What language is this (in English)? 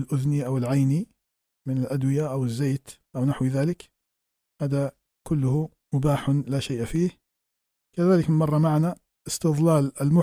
Arabic